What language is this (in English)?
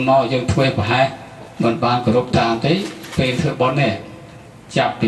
Khmer